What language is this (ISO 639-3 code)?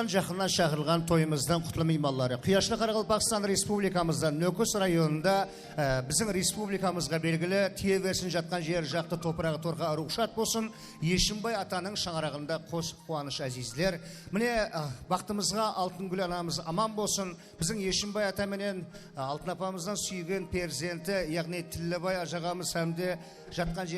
kaa